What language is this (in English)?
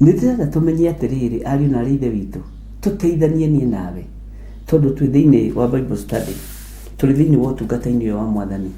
Kikuyu